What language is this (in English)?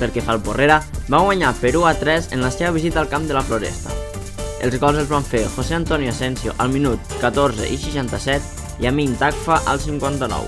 Catalan